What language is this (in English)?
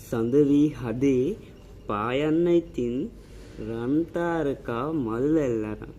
Sinhala